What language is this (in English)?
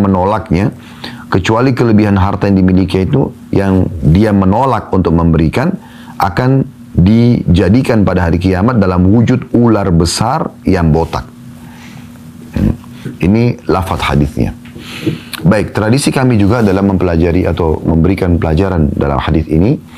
Indonesian